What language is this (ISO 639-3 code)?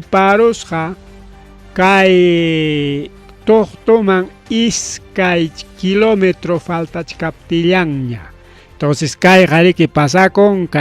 quy